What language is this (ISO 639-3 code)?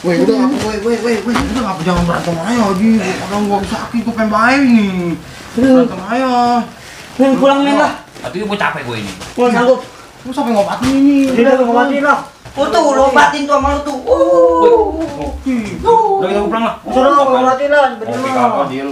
bew